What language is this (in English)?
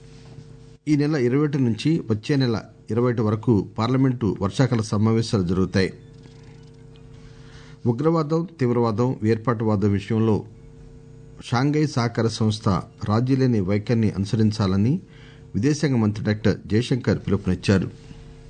Telugu